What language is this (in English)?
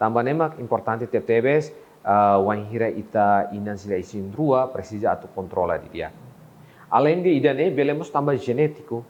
Tetum